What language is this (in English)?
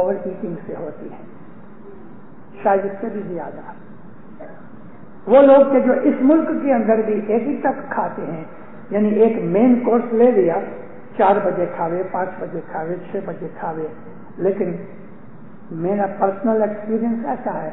Urdu